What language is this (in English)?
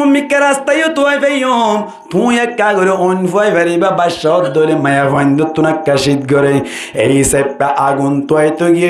Rohingya